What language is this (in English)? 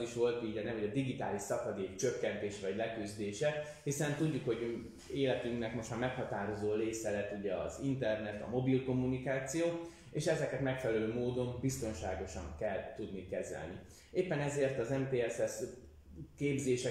Hungarian